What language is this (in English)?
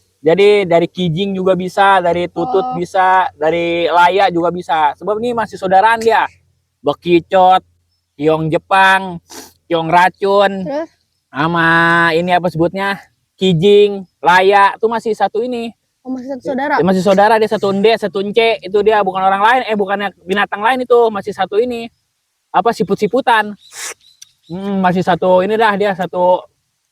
Betawi